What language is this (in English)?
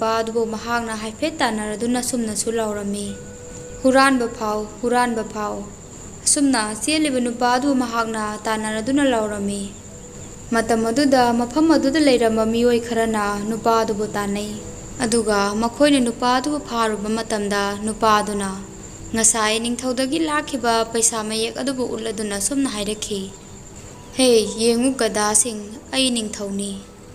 Manipuri